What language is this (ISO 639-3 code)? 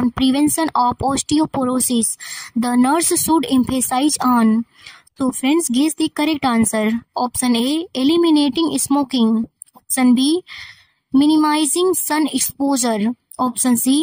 eng